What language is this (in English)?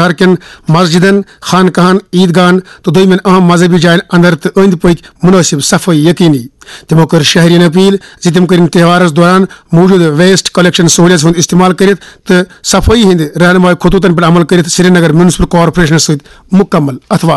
Kashmiri